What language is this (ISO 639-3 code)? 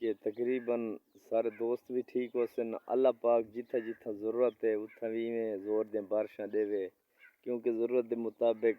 skr